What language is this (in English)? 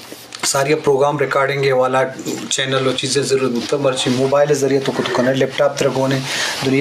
Eastern Balochi